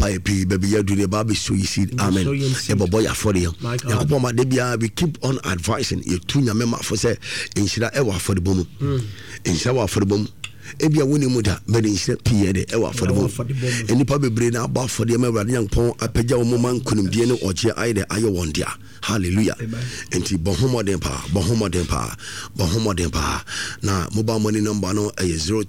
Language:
Akan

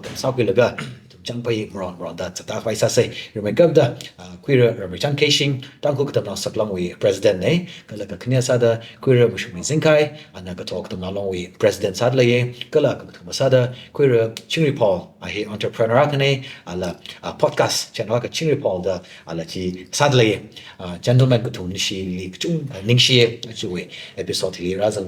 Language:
Tangkhul Naga (India)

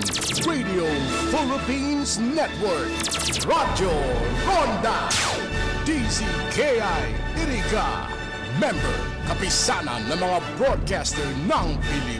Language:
Bikol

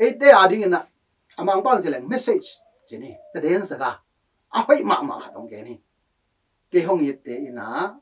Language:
Tedim Chin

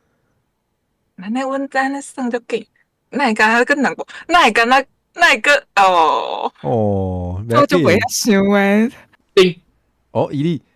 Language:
Min Nan Chinese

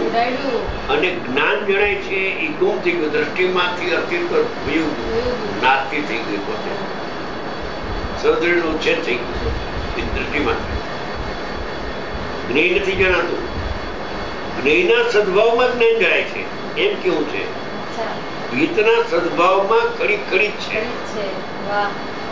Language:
Gujarati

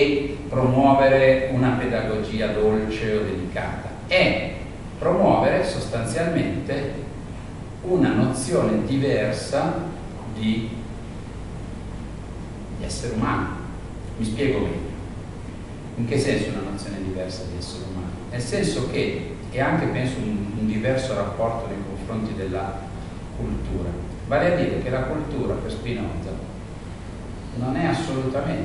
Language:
Italian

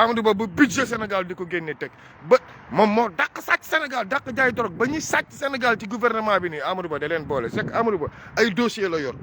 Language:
Wolof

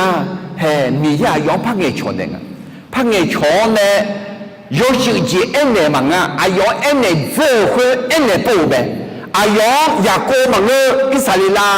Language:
Akha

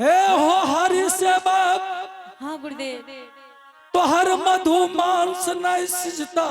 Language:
Angika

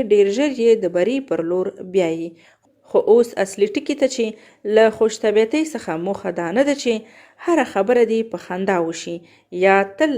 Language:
Pashto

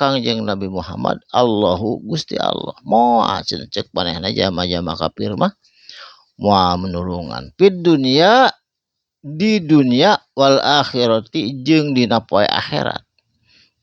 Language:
Sundanese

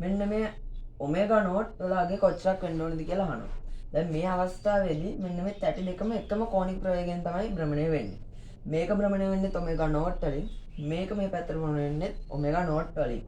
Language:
Sinhala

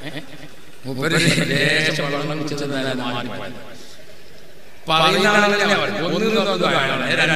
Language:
Malayalam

